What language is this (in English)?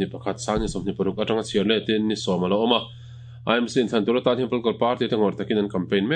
Mizo